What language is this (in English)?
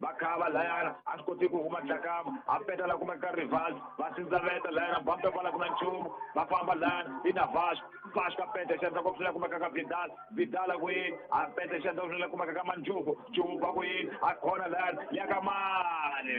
Tsonga